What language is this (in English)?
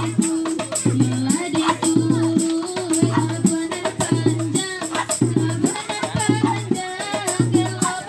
Minangkabau